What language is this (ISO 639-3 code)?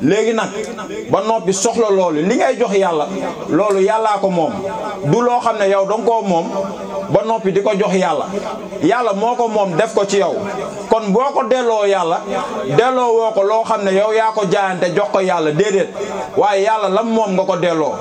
wol